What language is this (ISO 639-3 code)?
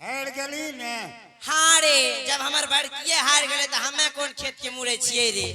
anp